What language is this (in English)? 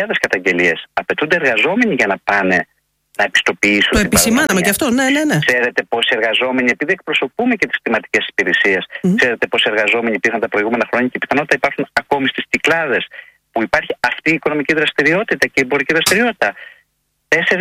Greek